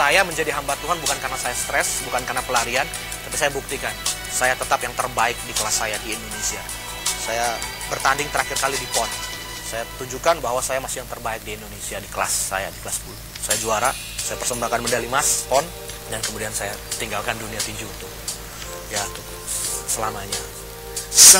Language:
Indonesian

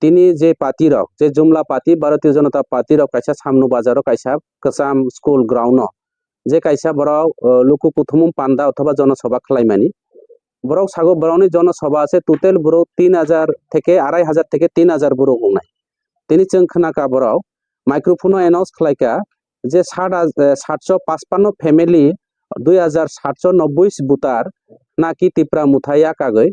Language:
Kok Borok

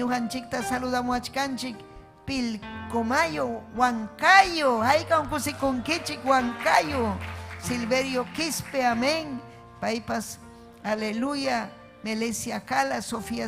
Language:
Ayacucho Quechua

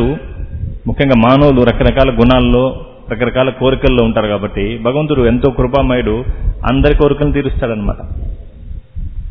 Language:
Telugu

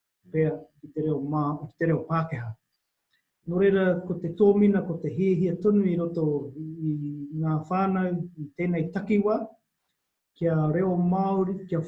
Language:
Māori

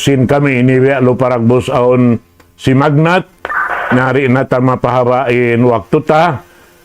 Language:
Tausug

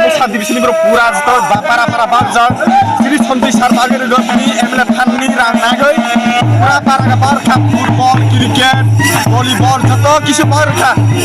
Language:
Kok Borok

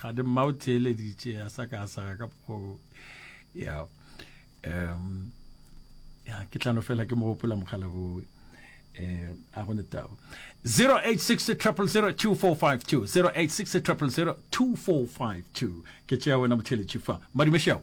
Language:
Northern Sotho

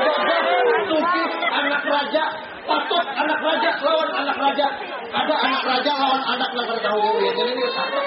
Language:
Banjar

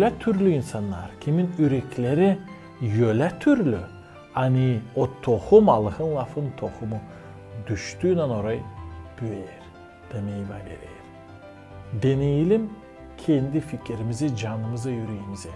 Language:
Gagauz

